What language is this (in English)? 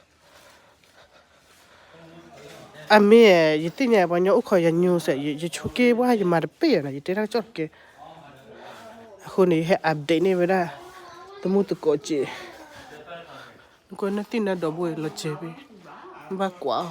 S'gaw Karen